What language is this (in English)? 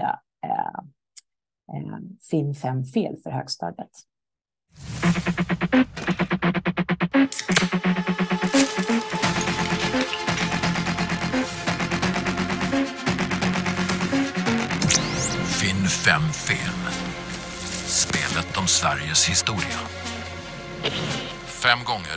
Swedish